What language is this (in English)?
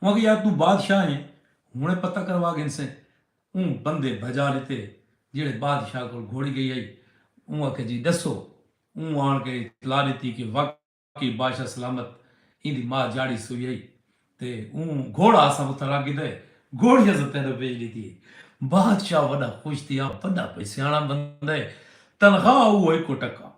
Saraiki